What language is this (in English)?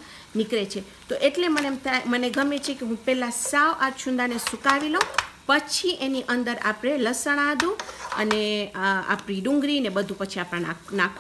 Gujarati